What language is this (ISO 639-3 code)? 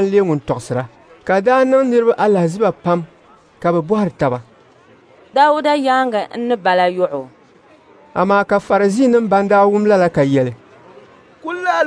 dag